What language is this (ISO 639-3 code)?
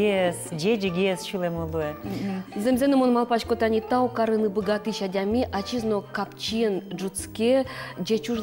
udm